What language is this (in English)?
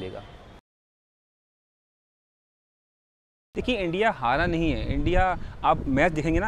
Hindi